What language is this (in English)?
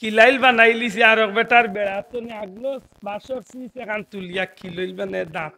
Sylheti